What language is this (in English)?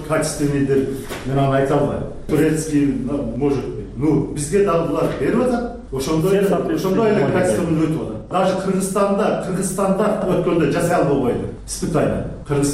Kyrgyz